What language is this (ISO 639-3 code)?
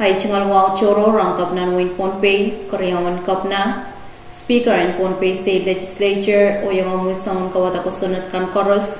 pon